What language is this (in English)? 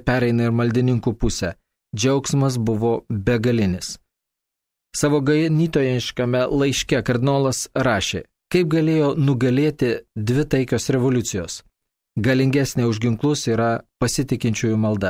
Lithuanian